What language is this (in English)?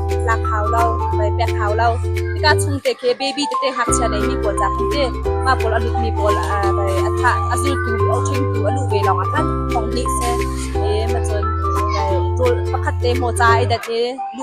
Hakha Chin